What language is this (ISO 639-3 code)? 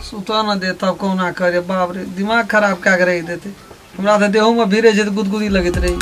mai